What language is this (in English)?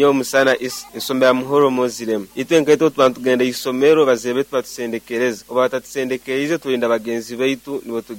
Nyoro